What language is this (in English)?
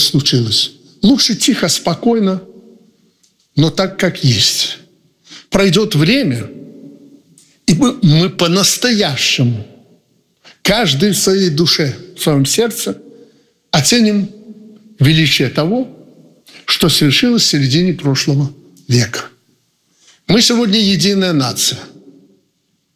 Russian